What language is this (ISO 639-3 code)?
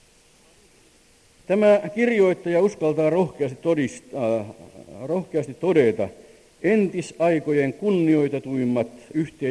fin